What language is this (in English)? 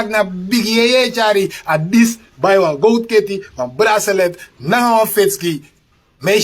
Sranan Tongo